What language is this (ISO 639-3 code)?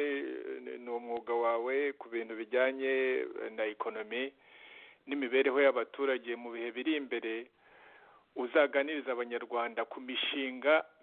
kin